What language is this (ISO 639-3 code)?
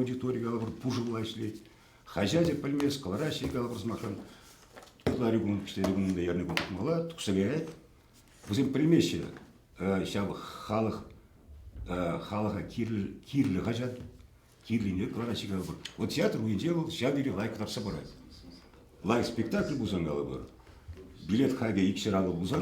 chv